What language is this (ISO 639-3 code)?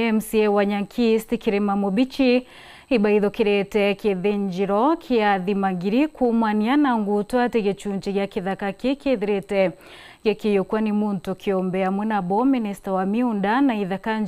mer